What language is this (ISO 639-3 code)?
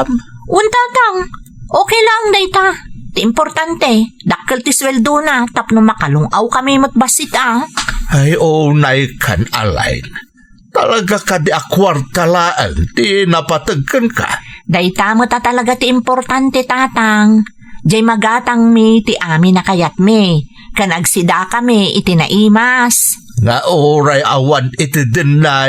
ilo